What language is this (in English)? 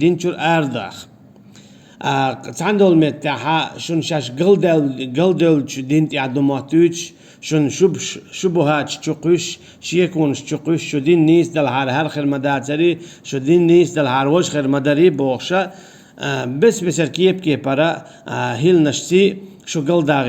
Chechen